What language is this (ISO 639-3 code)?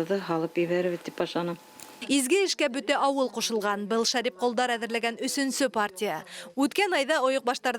bak